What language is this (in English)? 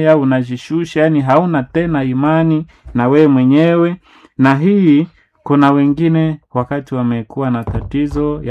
Swahili